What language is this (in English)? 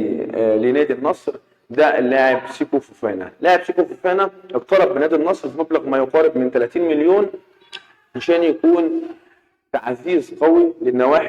Egyptian Arabic